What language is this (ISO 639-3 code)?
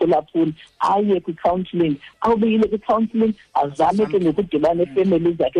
xho